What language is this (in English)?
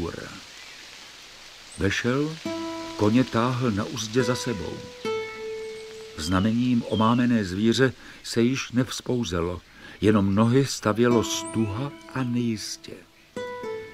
Czech